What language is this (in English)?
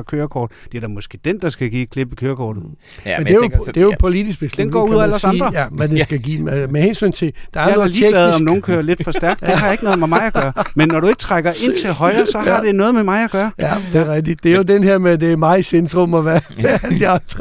Danish